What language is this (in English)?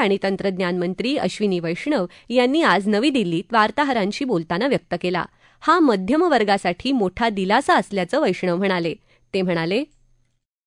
Marathi